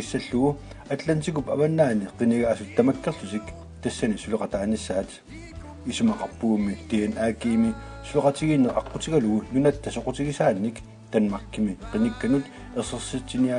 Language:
Kalaallisut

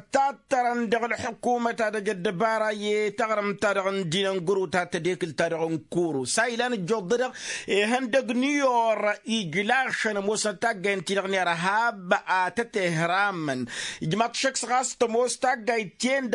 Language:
Tamasheq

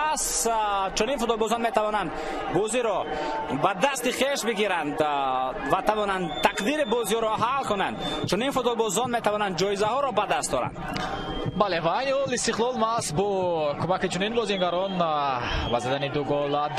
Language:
Tajik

